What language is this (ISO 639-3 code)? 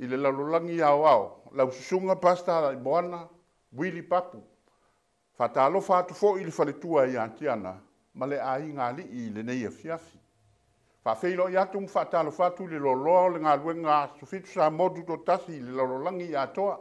smo